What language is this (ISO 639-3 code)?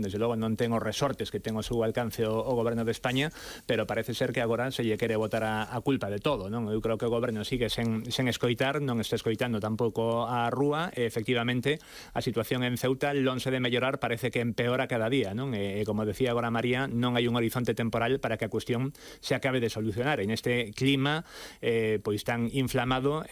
glg